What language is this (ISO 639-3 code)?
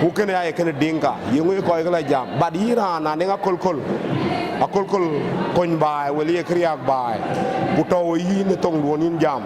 din